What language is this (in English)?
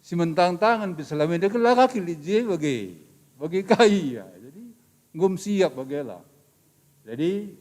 Batak Karo